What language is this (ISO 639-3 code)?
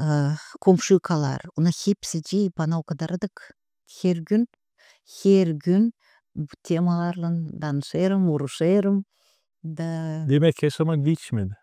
gag